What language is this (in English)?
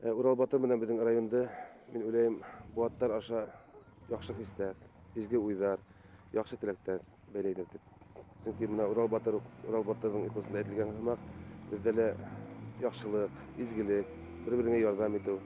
Bashkir